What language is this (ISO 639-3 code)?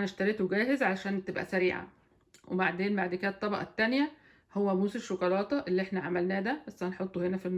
arz